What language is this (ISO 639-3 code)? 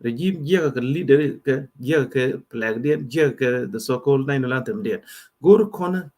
nus